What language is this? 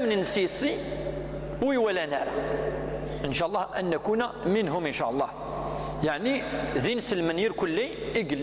Kabyle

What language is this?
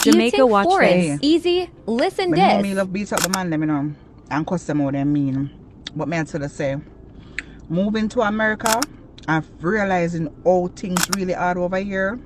Jamaican Creole English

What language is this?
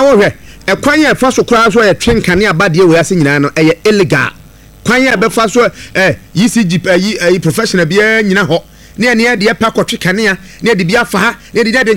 Akan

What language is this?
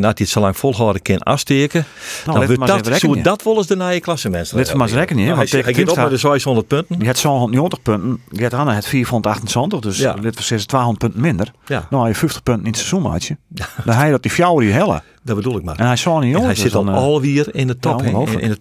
Western Frisian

